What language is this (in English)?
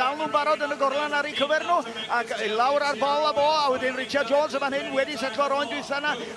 Welsh